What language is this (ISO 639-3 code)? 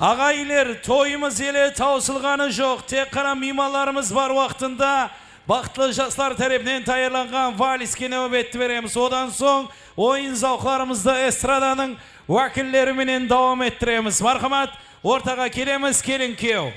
kaa